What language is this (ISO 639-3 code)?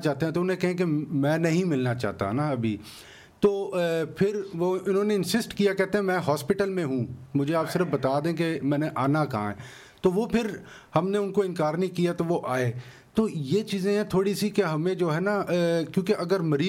urd